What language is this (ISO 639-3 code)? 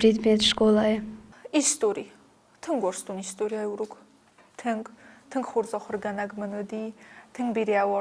oss